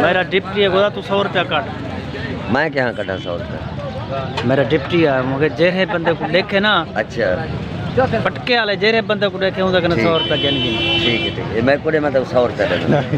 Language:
Saraiki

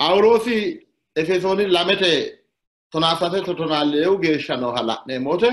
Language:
Sidamo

